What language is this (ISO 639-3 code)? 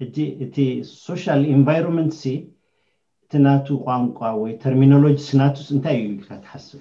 tir